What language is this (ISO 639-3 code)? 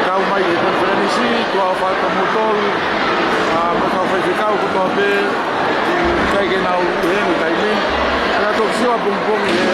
ton